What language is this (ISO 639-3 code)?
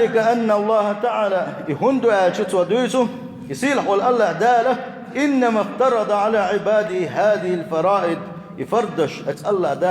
che